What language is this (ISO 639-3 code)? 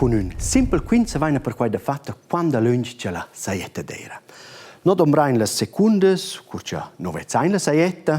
roh